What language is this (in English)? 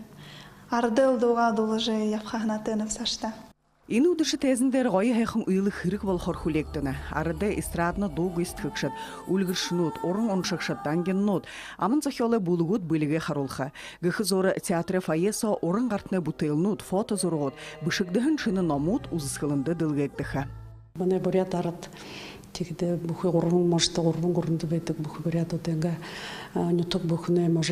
Buriat